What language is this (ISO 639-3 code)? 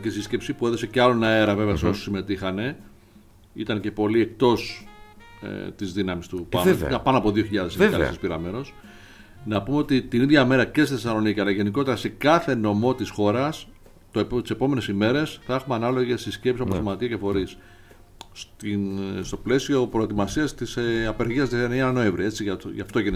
ell